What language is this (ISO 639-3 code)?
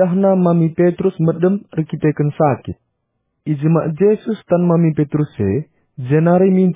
btx